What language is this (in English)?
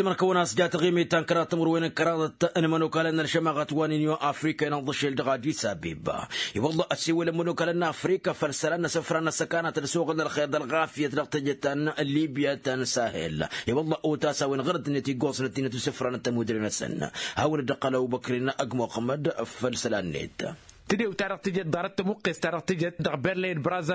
Tamasheq